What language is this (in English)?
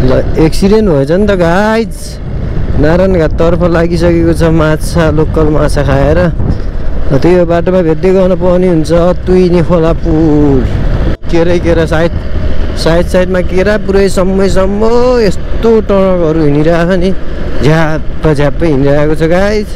Nepali